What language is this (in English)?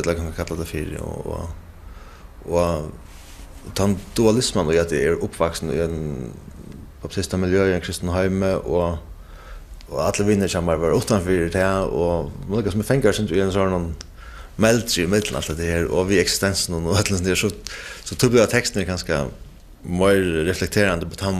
Faroese